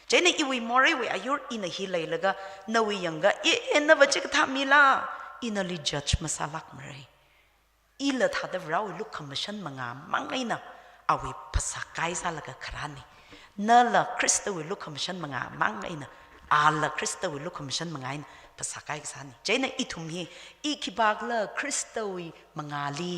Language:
Tangkhul Naga (India)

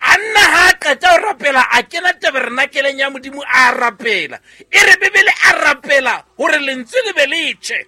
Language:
Southern Sotho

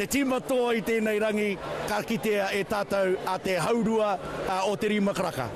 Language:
Māori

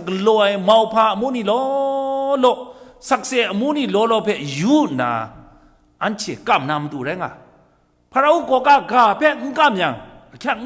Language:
Kachin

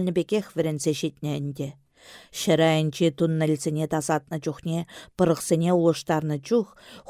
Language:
Chuvash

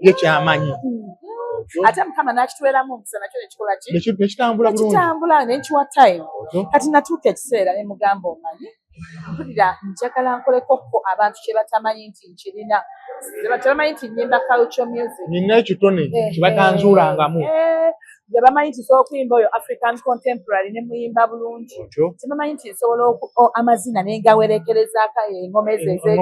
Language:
Ganda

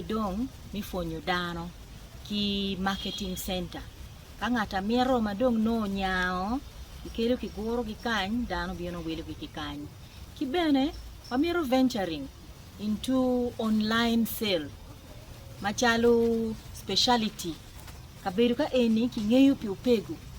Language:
Acoli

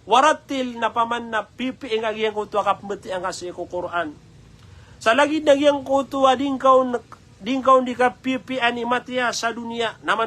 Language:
Maranao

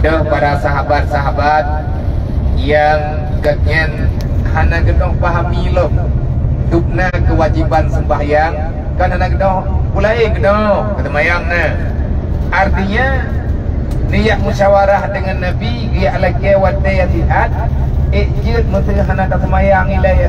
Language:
Achinese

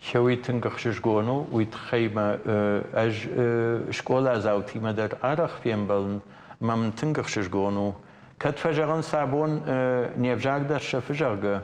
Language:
Ossetic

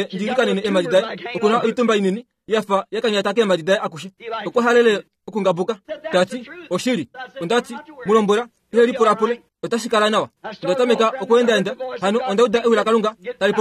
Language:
Kuanyama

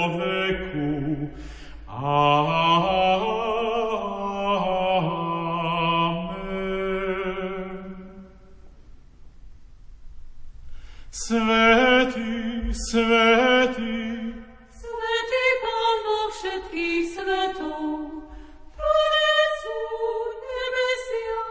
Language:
Slovak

